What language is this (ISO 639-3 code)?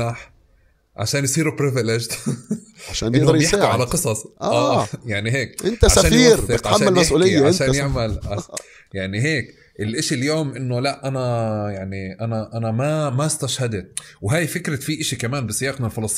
apc